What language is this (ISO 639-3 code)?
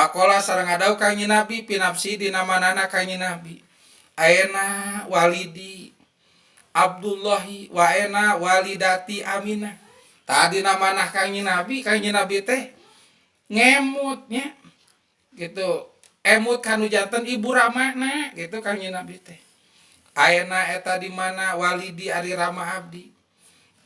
sun